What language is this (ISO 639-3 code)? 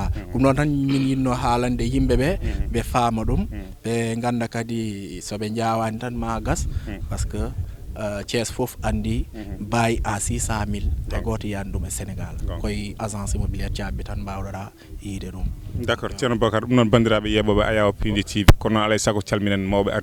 ful